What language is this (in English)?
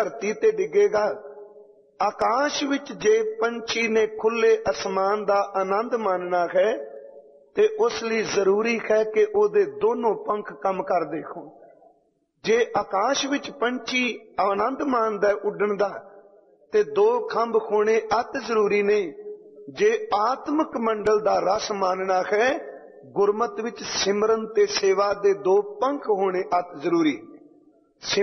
Punjabi